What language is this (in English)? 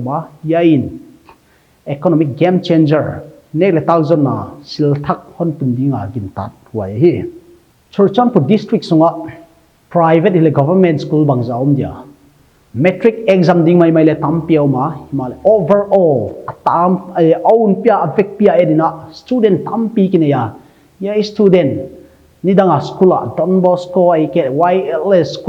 Paite Chin